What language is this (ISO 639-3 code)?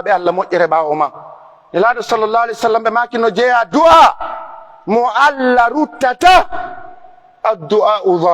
fuf